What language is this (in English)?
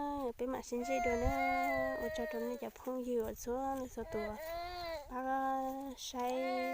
Hmong